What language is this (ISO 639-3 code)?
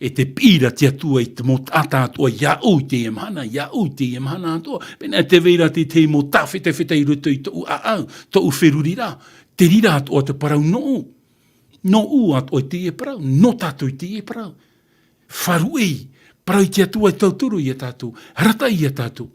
tah